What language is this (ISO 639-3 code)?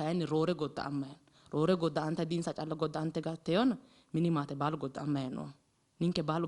sid